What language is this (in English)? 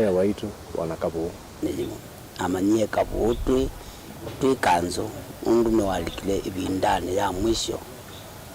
Kamba